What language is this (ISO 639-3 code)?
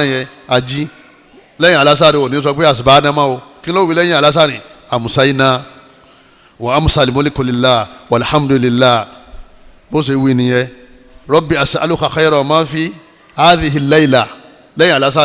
yor